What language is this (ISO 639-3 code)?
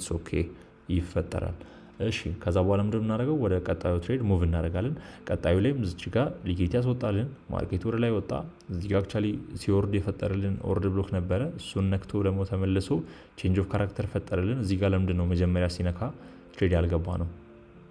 amh